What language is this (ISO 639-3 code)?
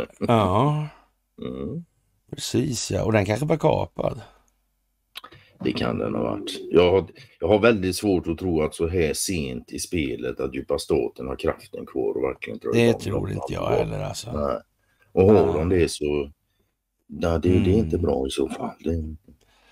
swe